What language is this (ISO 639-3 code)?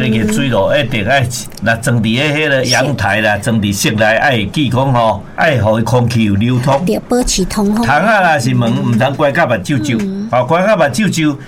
nan